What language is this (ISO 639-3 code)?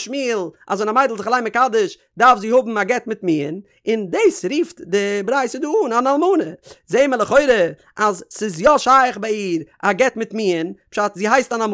yid